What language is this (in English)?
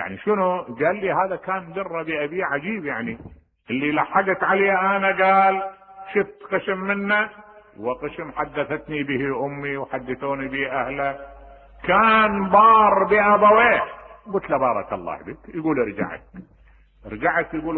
Mesopotamian Arabic